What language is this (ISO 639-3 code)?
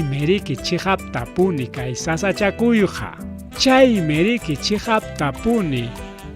quy